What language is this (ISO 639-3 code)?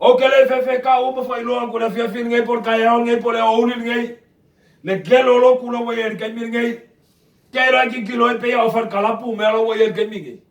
smo